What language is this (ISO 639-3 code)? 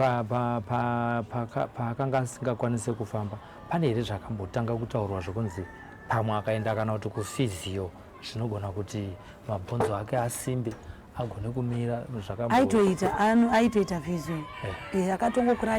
sna